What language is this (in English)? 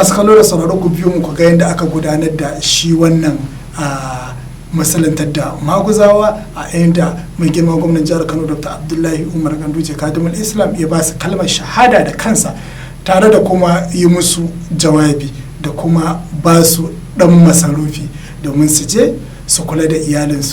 Hausa